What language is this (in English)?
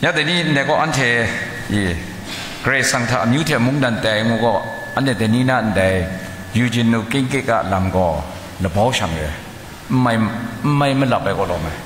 Kachin